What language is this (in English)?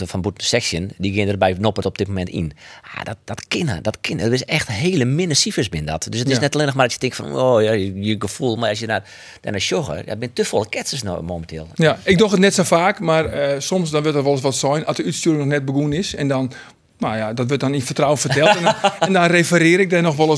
Western Frisian